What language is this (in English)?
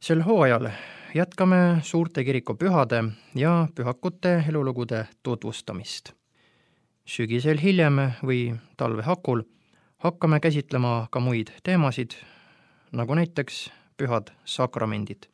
Estonian